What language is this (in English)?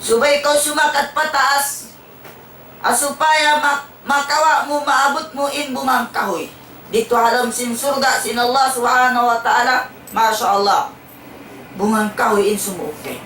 Tausug